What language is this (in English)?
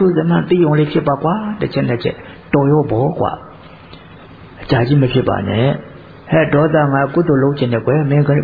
Burmese